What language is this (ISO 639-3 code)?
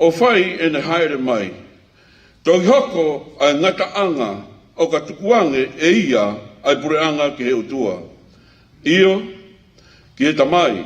ton